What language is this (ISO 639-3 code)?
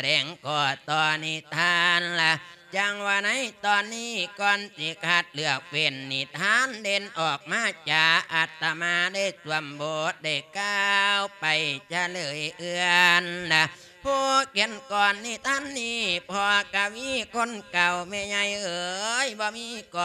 lao